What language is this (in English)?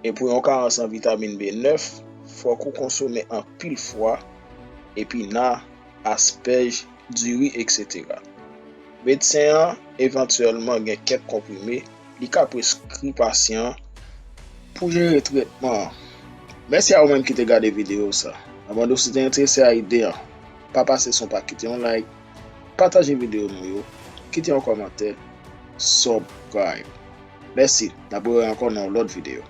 Haitian Creole